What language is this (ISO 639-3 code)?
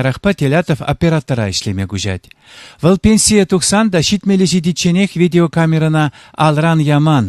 chv